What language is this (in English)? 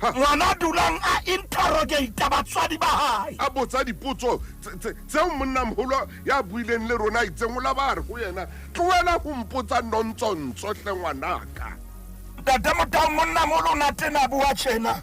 Southern Sotho